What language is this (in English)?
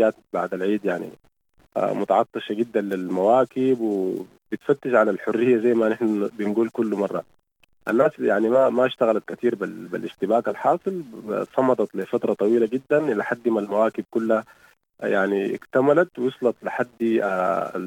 Sudanese Arabic